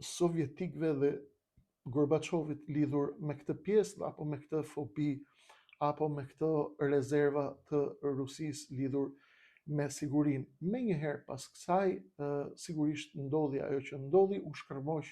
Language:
Albanian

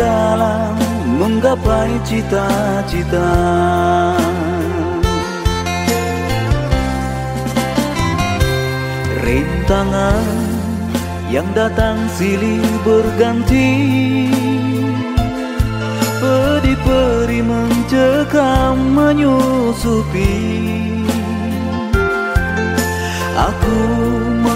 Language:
Indonesian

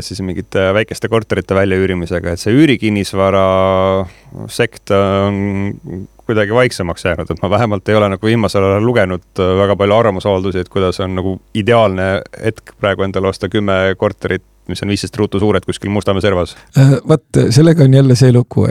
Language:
Estonian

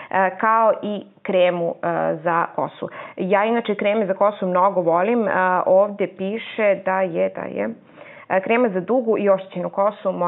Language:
Serbian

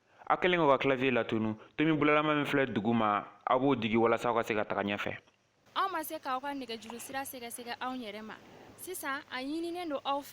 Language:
Bambara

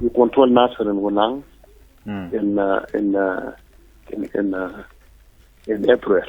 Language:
Nuer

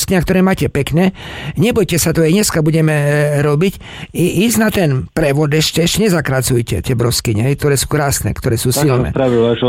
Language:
Slovak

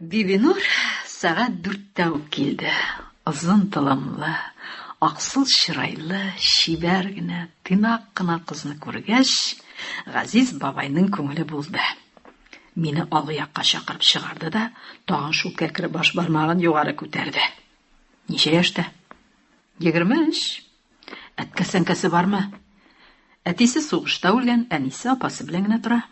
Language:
Tatar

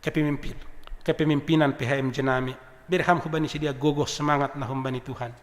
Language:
Batak Simalungun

